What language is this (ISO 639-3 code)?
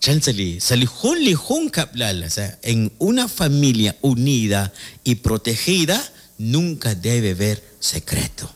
kek